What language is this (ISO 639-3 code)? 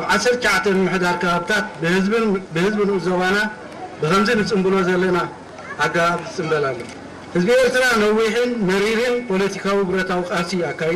tir